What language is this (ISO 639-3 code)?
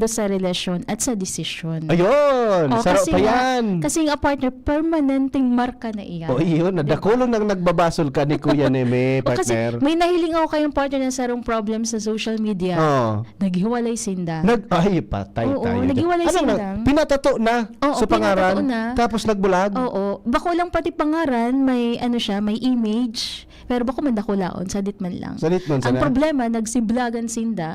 bik